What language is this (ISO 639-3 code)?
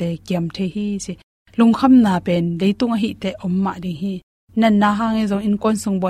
ctd